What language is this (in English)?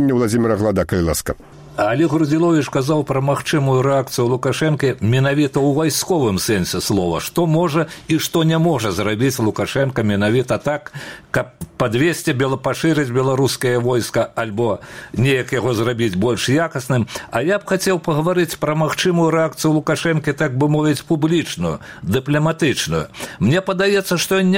Belarusian